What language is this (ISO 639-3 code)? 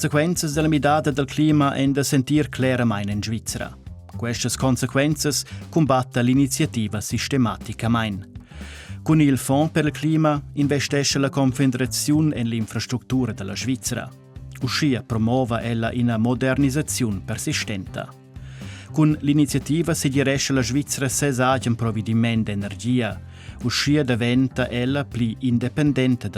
roh